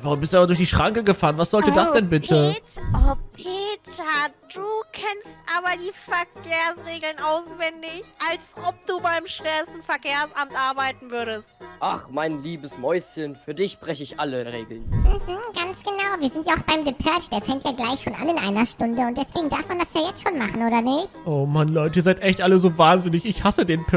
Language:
German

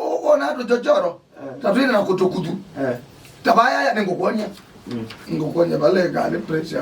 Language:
Kamba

